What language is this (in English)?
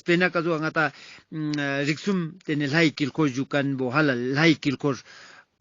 Ladakhi